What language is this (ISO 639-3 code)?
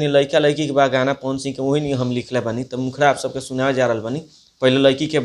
bho